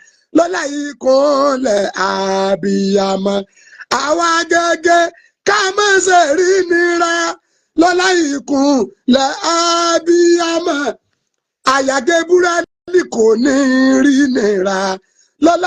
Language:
Yoruba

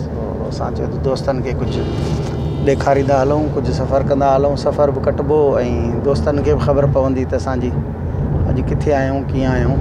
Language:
Sindhi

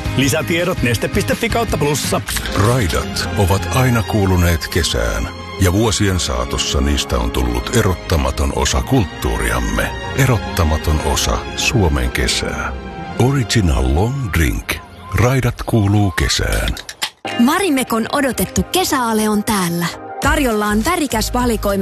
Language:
Finnish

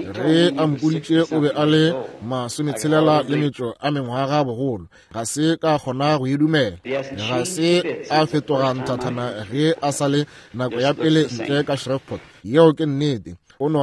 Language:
Northern Sotho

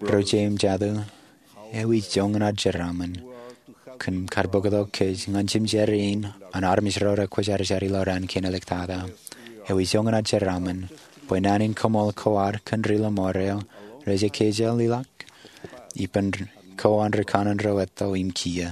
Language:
Marshallese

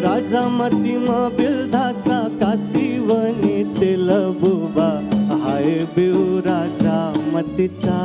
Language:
Newari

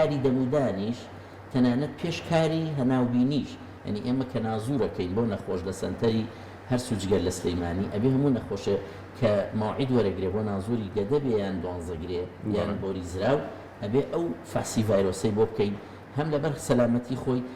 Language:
Central Kurdish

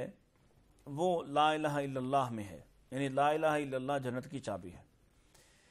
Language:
Urdu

